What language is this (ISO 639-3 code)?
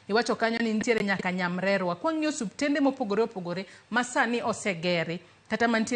luo